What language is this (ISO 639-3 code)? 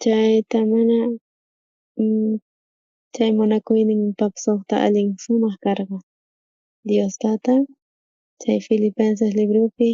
quh